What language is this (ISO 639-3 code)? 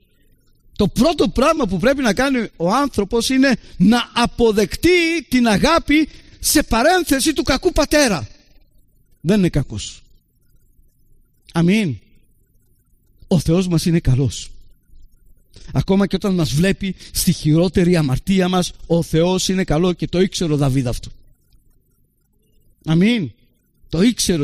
ell